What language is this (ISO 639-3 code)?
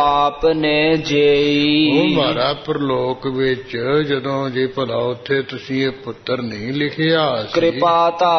pan